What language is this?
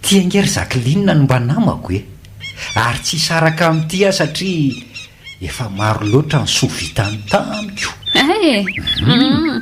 Malagasy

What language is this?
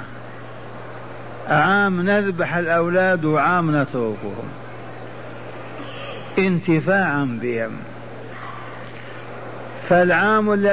Arabic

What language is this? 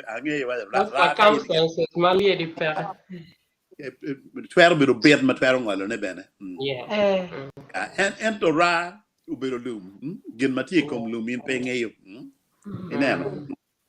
Acoli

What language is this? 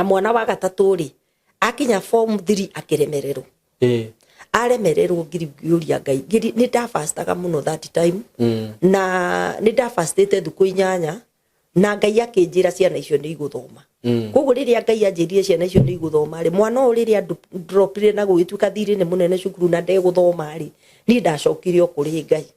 Kikuyu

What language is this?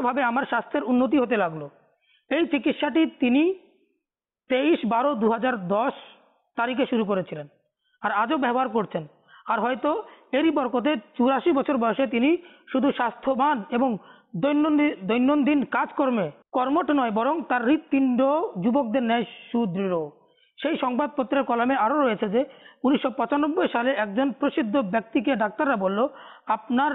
Bangla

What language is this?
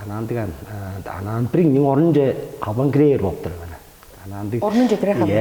Tuvinian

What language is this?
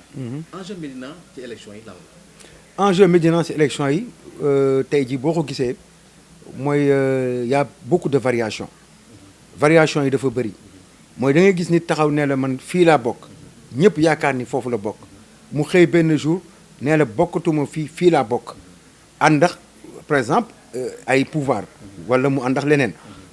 Wolof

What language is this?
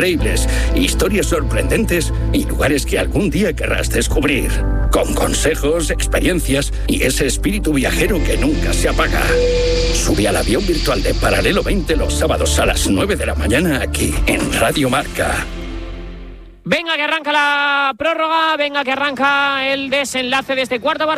Spanish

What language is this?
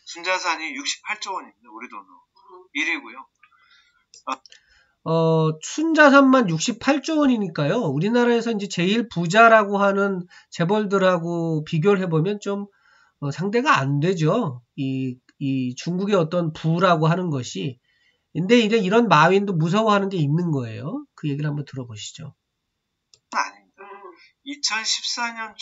Korean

